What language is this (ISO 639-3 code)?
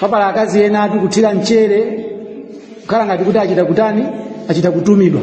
nya